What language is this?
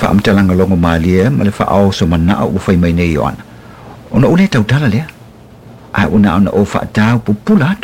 Samoan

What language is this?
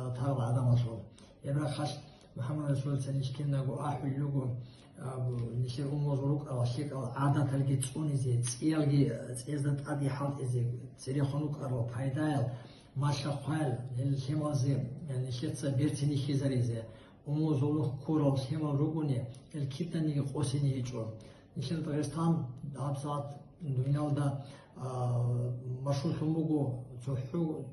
Avaric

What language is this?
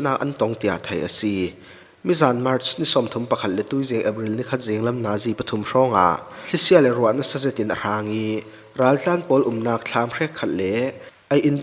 Falam Chin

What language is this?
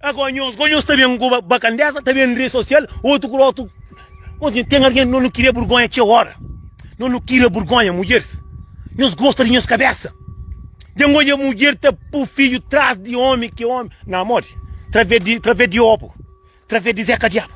Kabuverdianu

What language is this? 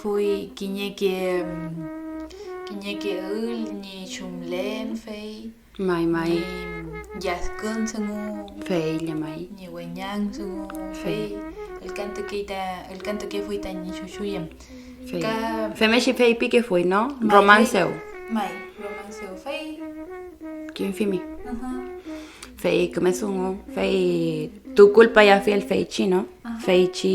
Mapuche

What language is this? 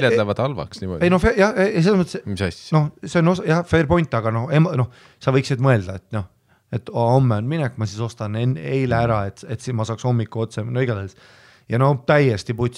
Estonian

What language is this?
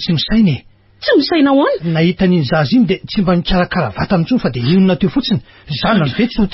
Malagasy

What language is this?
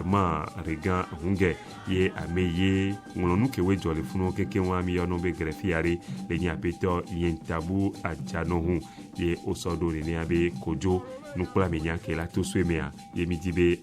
Ewe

